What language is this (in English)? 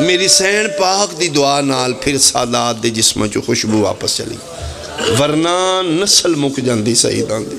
Pahari-Potwari